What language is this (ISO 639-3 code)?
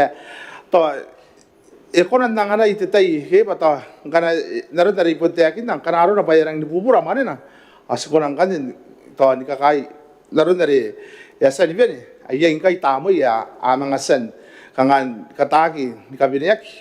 gil